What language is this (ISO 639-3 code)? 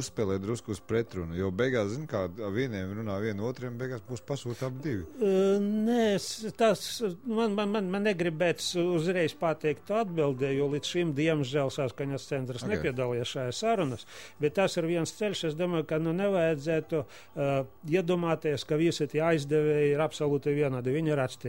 lav